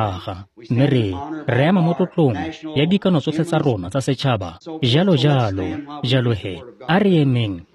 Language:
Tswana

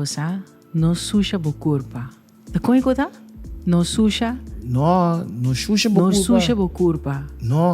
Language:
Papiamento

